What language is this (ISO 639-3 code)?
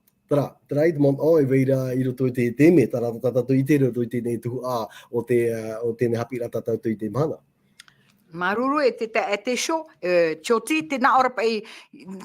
tah